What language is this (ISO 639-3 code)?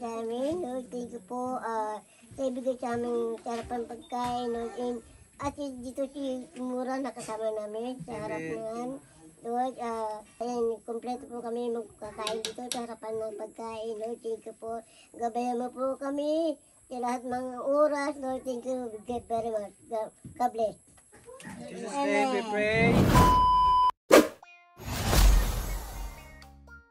fil